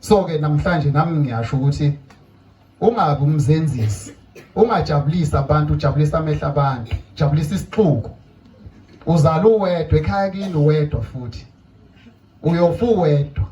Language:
Zulu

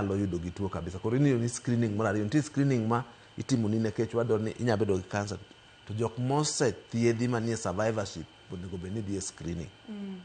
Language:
Luo (Kenya and Tanzania)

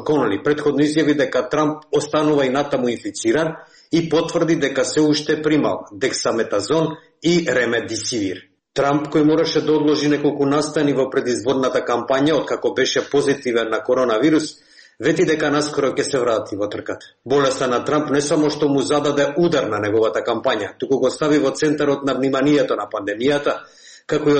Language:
Macedonian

